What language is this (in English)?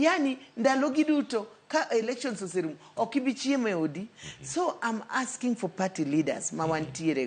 Luo (Kenya and Tanzania)